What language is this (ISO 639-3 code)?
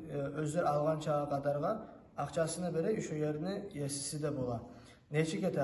kum